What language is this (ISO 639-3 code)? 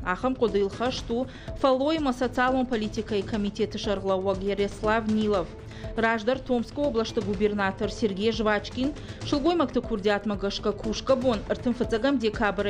oss